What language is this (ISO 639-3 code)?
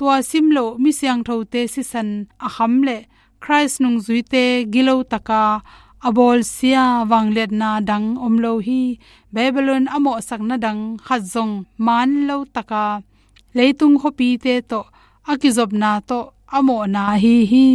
ctd